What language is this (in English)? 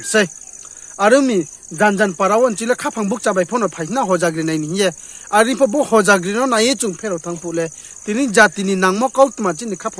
Riang (India)